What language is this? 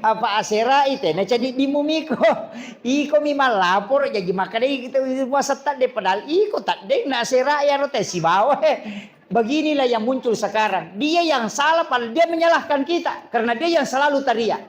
Buginese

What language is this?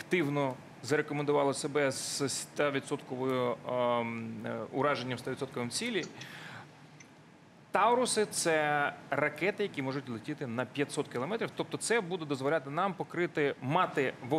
Ukrainian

